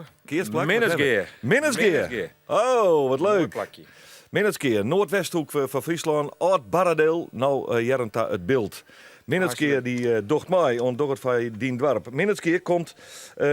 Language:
Western Frisian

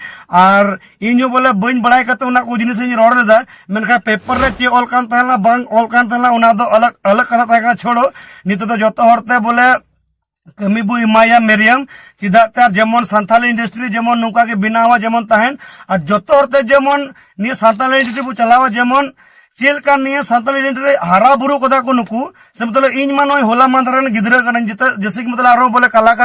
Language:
Santali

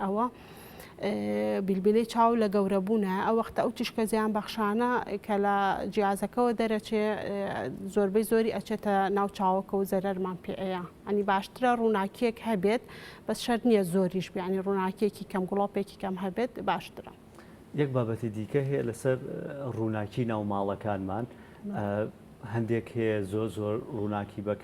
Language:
Central Kurdish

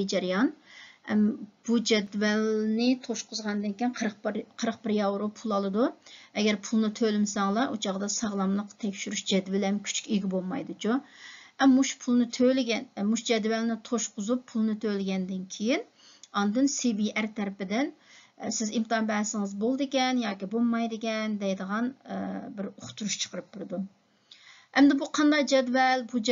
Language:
Uyghur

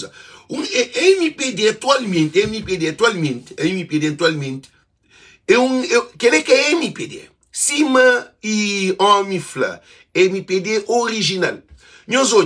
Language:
Kabuverdianu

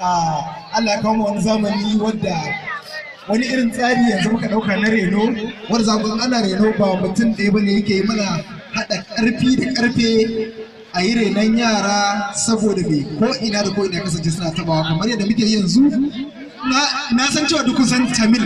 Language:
Hausa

